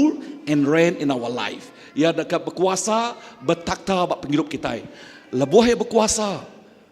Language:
Iban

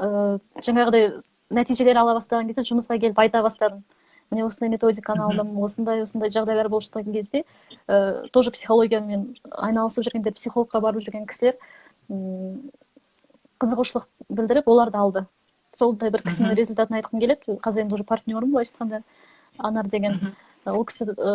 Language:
Kazakh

